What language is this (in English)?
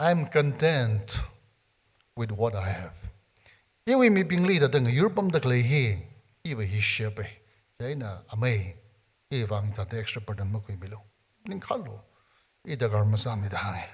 Tangkhul Naga (India)